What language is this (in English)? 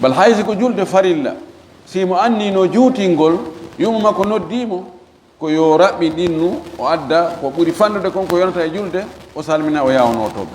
Fula